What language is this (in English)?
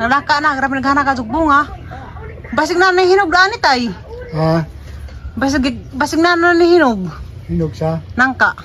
Cebuano